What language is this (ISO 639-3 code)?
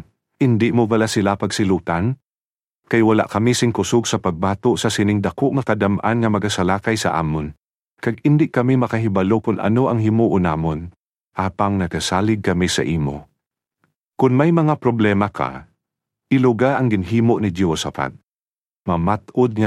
hil